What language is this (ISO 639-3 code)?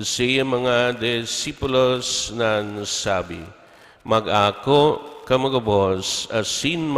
bik